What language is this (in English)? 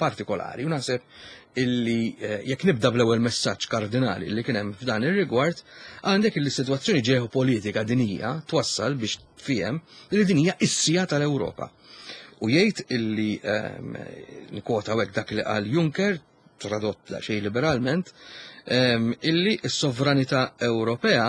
Maltese